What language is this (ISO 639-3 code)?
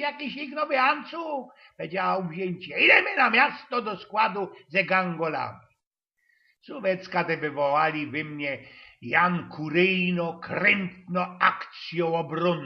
szl